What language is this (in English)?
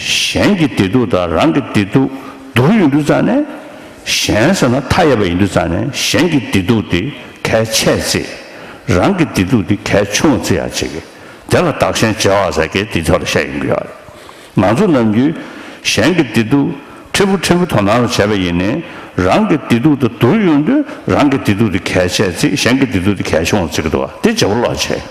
Tibetan